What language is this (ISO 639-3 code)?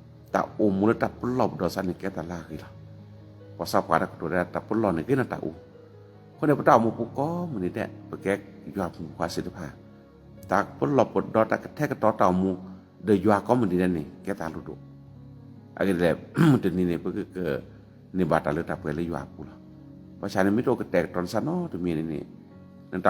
ksw